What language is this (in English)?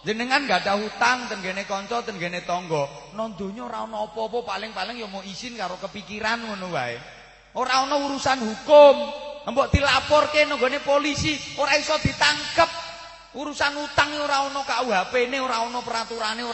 Javanese